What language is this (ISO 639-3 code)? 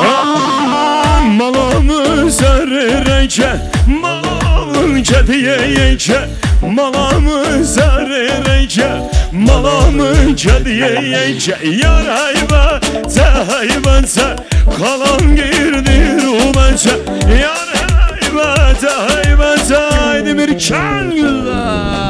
kur